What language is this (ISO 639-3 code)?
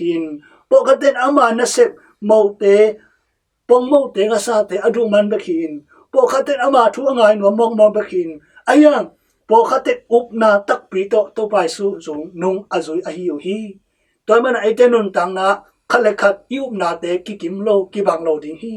ctd